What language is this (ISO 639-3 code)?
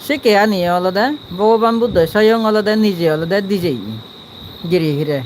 ccp